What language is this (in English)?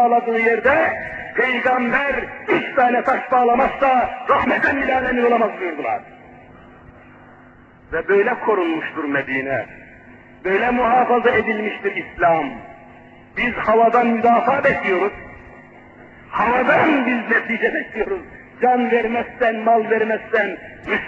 Turkish